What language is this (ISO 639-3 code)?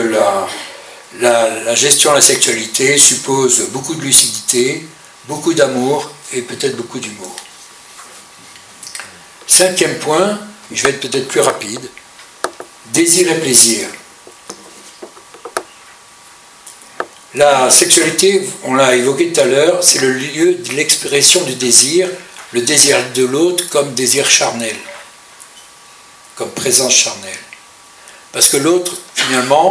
fra